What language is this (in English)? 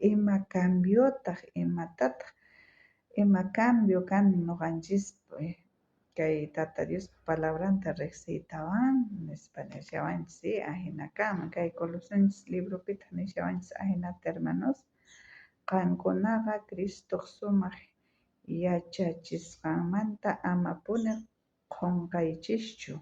South Bolivian Quechua